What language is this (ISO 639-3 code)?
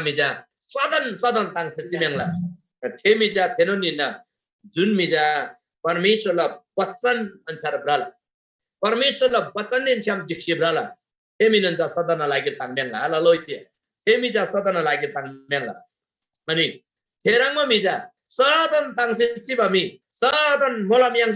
taj